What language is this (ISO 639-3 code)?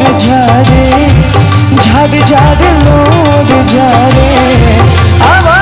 bho